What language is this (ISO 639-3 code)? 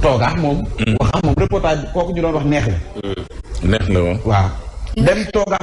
wol